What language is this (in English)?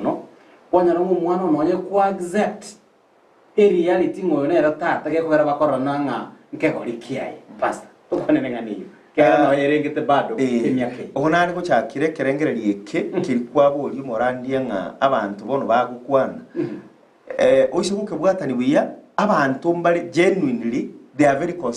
Gusii